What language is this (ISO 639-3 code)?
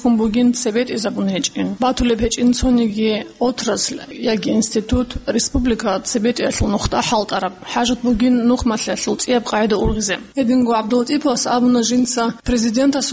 ava